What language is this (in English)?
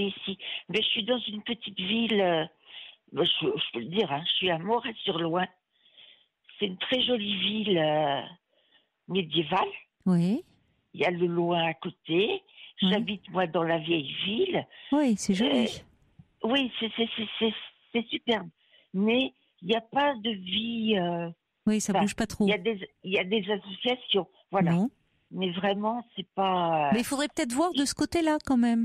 French